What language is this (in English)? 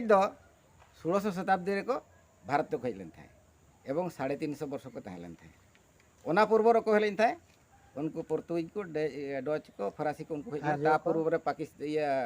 Santali